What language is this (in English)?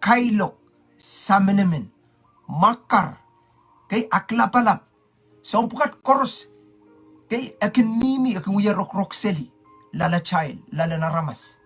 Pohnpeian